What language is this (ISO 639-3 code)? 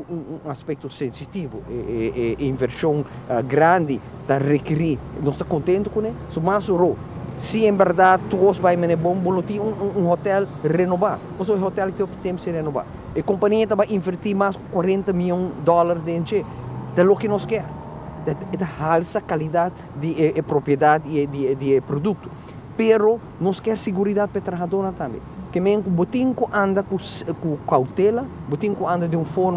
pap